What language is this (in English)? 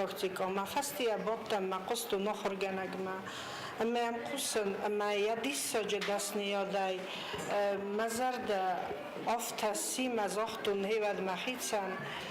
Ossetic